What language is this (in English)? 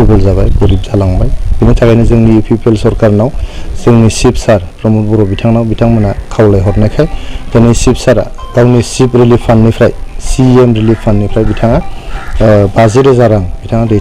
Bodo